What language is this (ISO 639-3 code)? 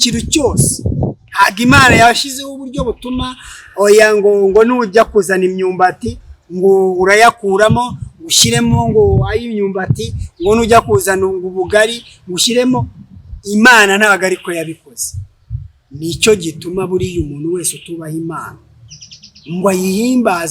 kin